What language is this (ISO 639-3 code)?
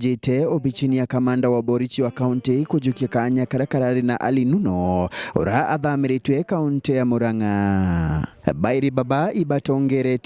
mer